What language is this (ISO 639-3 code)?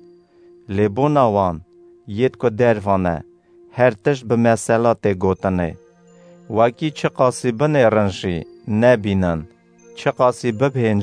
kur